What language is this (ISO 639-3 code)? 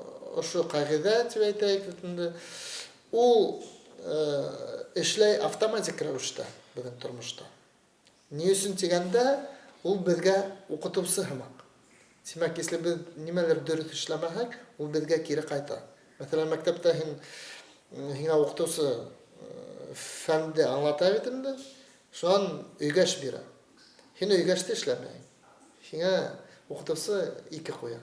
bak